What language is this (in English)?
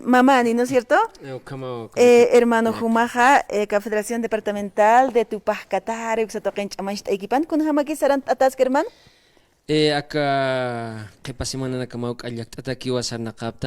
Aymara